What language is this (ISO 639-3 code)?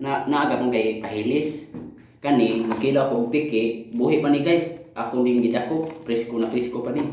ceb